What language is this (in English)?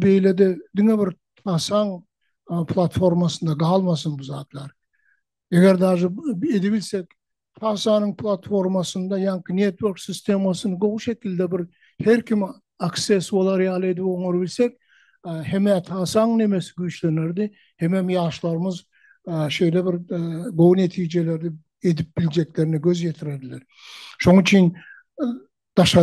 Turkmen